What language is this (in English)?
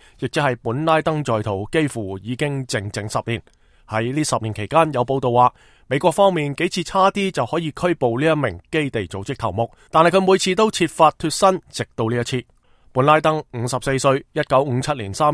Cantonese